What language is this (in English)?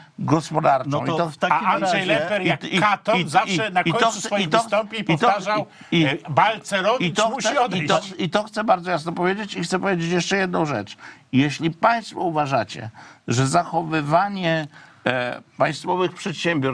Polish